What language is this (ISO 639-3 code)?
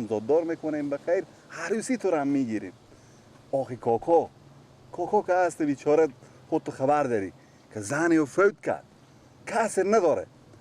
fas